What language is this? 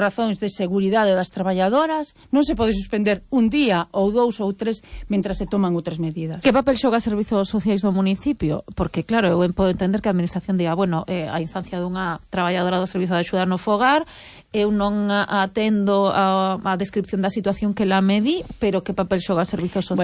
Galician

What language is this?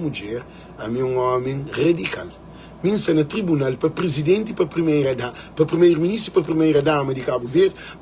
Kabuverdianu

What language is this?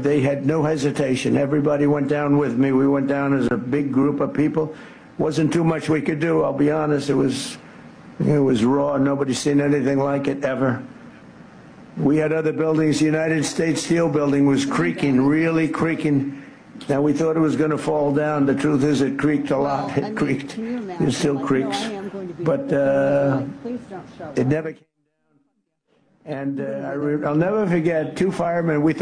English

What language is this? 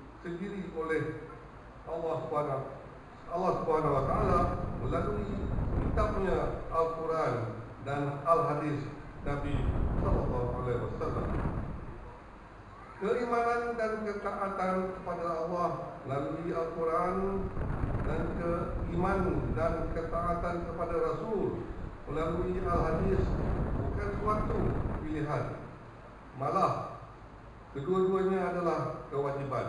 Malay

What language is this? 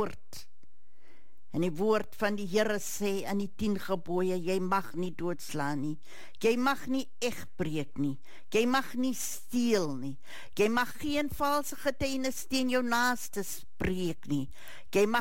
Afrikaans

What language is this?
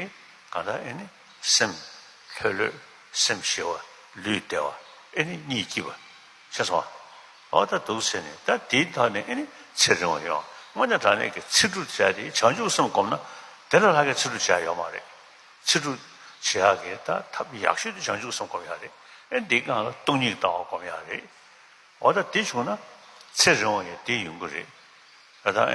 Tibetan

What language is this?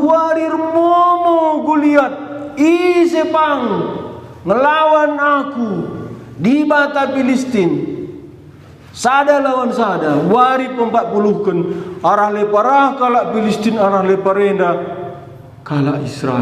Batak Karo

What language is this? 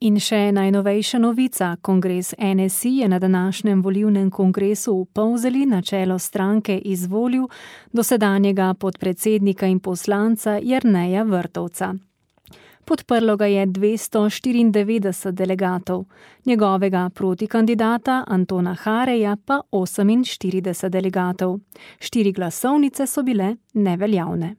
Slovenian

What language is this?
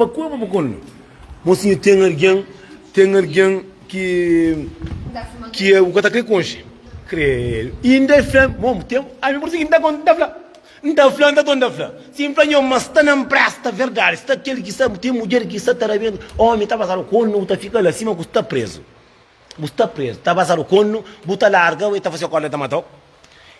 Kabuverdianu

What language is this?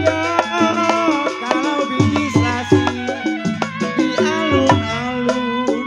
Betawi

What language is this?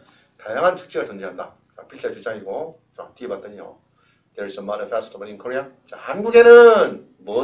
Korean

